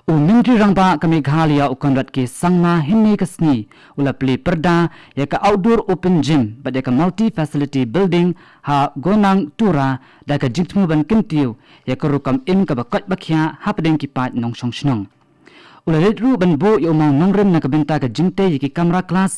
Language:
Khasi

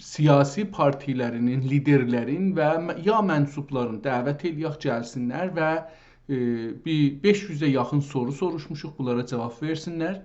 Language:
South Azerbaijani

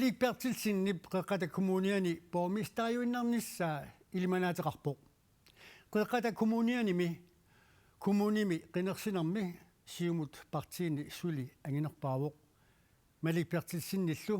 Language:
Kalaallisut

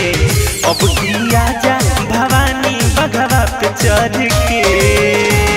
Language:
Bhojpuri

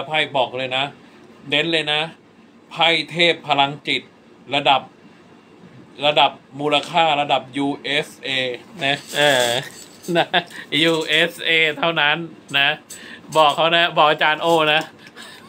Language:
Thai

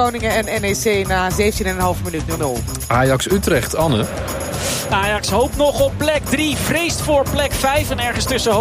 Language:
Dutch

